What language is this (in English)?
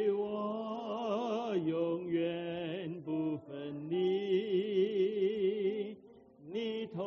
Chinese